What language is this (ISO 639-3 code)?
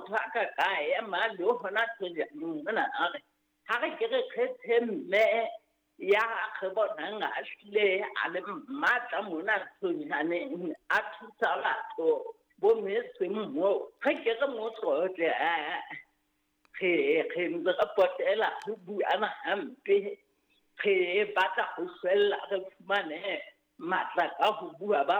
sot